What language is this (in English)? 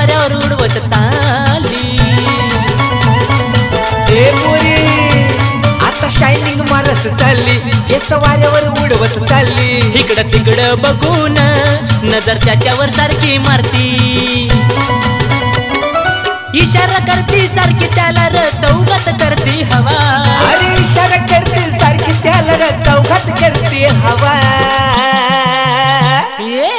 Marathi